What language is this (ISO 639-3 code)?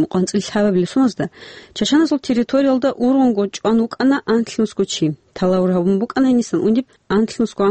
ava